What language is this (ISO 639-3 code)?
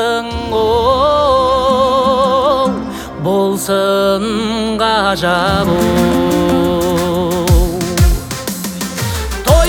kaz